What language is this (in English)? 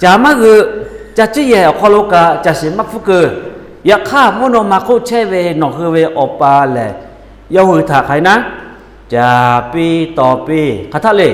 Lahu